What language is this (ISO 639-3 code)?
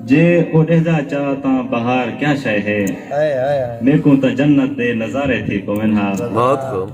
skr